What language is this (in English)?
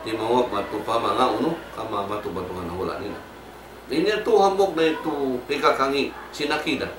Tausug